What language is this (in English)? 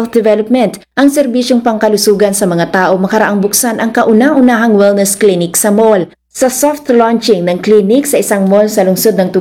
Filipino